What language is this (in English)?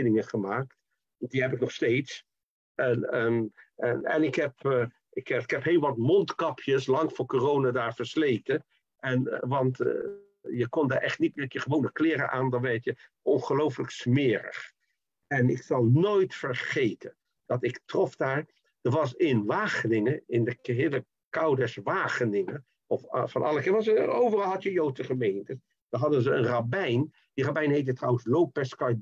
Dutch